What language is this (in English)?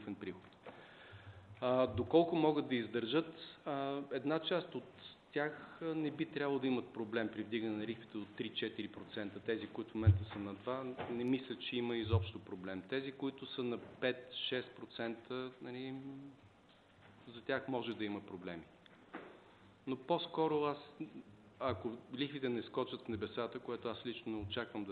Bulgarian